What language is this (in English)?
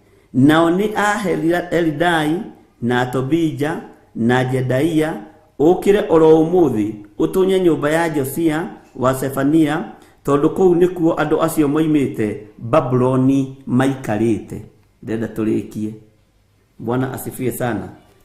Kikuyu